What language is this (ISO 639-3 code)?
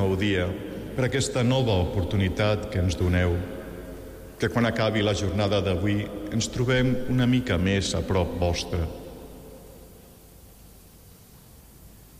cat